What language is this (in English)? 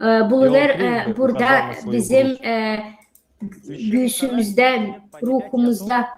Gagauz